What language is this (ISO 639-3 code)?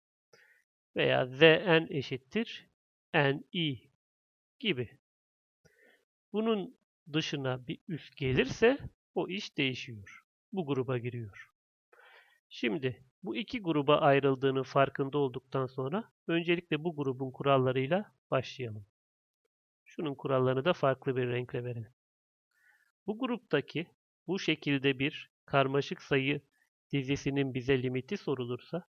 tur